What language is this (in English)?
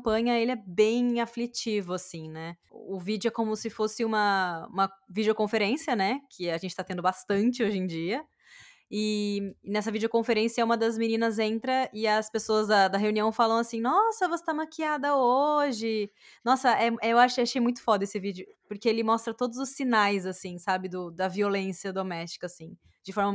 Portuguese